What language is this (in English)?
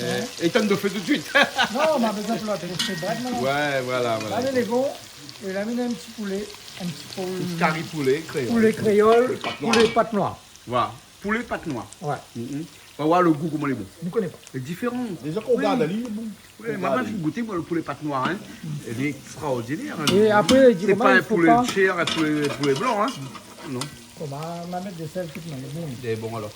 Réunion Creole French